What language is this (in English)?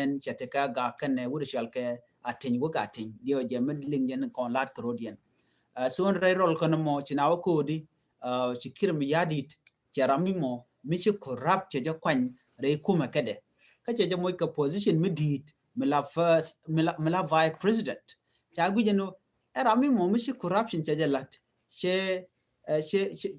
Nuer